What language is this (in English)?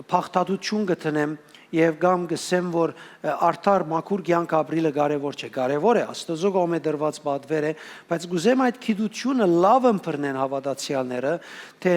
Western Armenian